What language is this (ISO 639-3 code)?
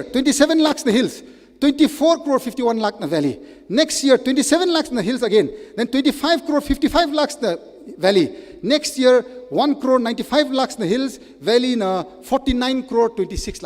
nmf